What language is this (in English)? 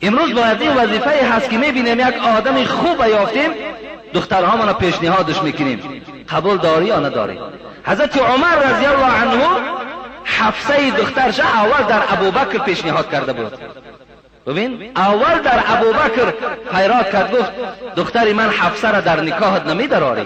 Tajik